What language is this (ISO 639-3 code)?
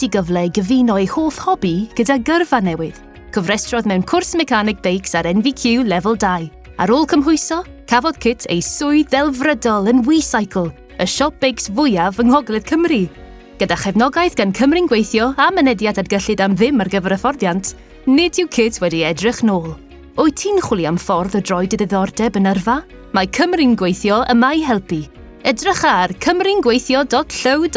cym